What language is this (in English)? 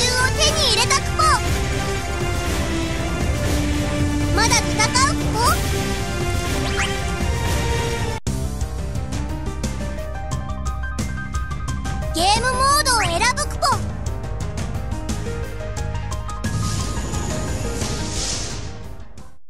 Japanese